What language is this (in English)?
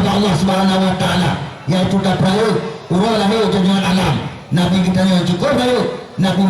Achinese